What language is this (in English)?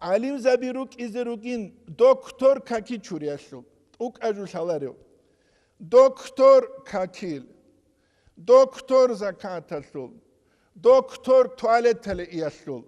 Avaric